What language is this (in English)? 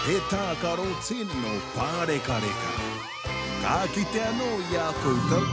Māori